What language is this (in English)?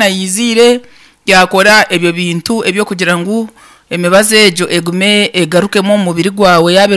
Nyankole